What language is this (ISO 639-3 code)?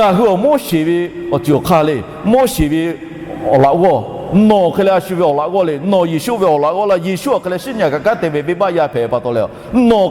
lhu